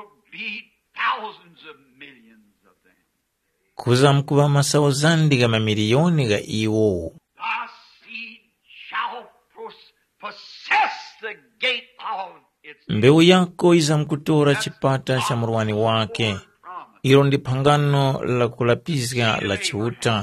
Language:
Tumbuka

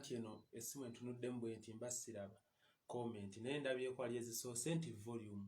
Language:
Ganda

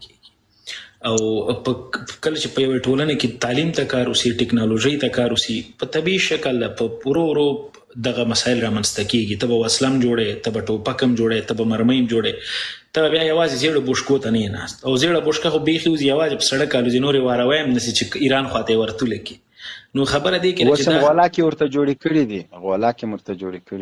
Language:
Pashto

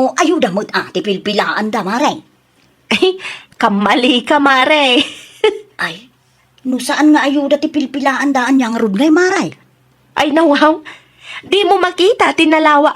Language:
Iloko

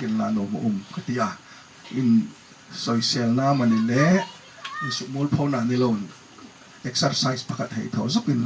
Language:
Hmar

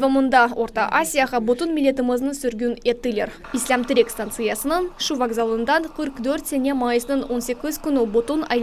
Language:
Crimean Tatar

